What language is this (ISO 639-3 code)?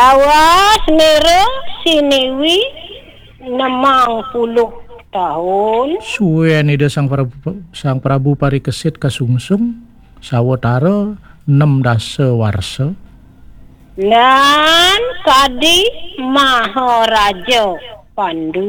ban